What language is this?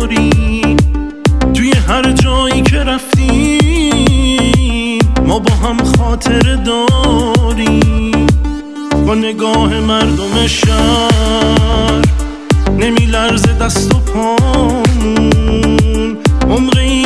Persian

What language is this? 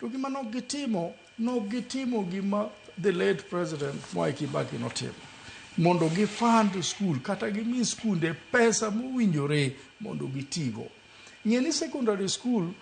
Luo (Kenya and Tanzania)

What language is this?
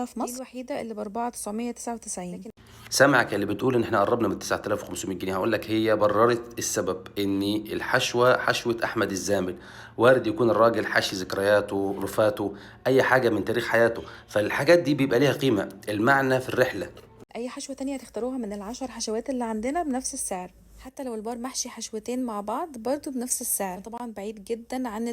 Egyptian Arabic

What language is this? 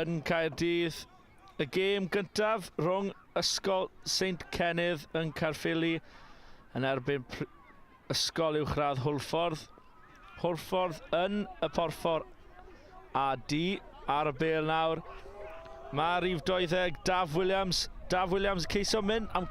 Welsh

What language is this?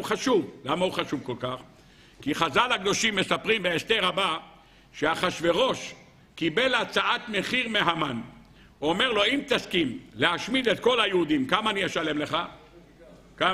Hebrew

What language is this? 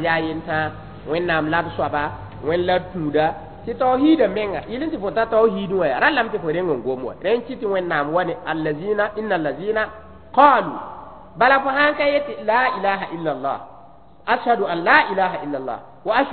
Mossi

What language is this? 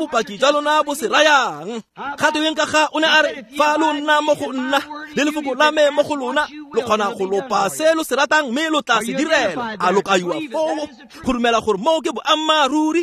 Tswana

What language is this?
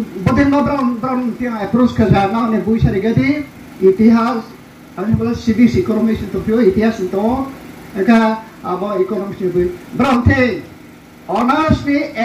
Riang (India)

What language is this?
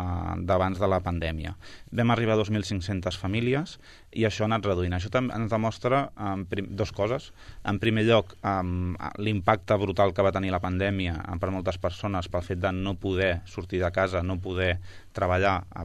Catalan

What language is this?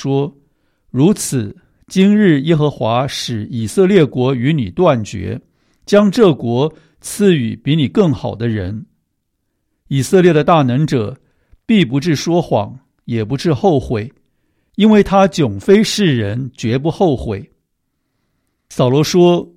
Chinese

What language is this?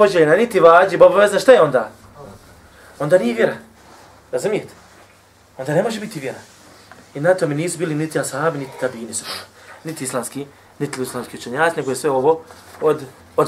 Bosnian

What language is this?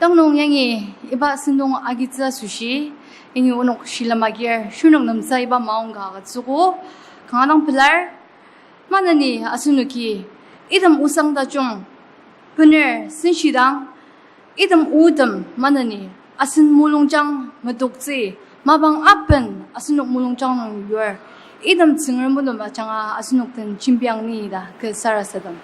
Ao Naga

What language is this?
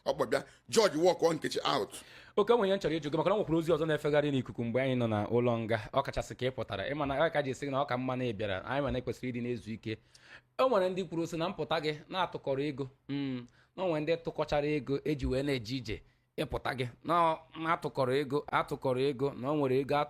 Igbo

